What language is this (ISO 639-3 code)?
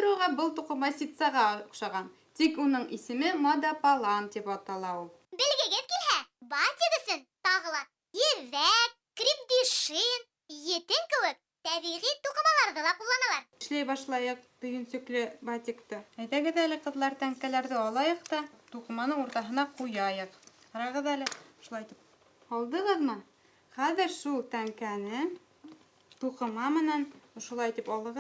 bak